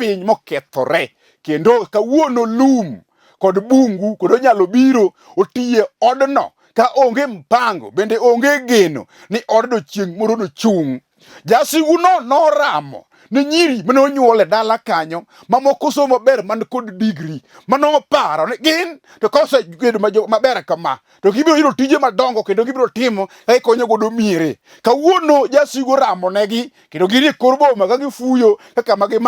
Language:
Luo (Kenya and Tanzania)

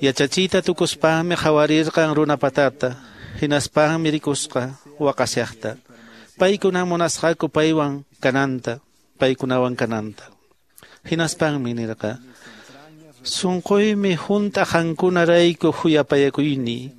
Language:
Quechua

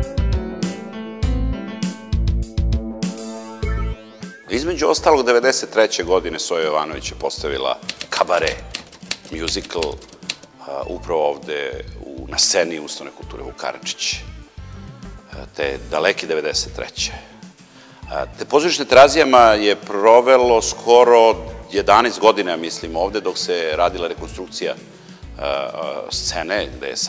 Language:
Serbian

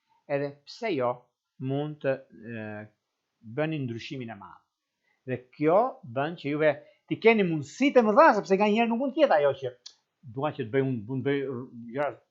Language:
Albanian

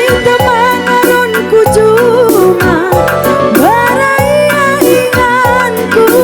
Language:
Batak Karo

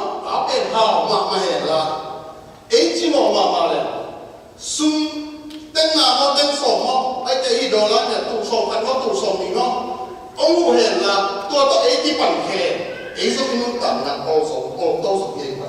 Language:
Tedim Chin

